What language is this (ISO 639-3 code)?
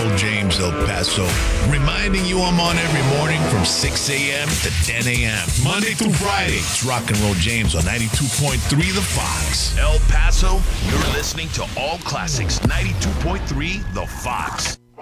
eng